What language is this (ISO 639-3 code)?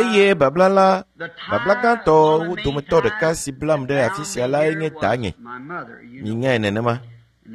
ewe